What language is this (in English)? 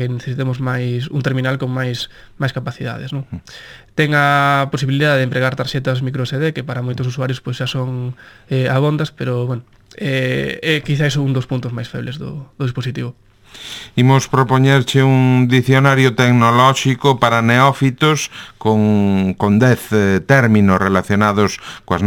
Galician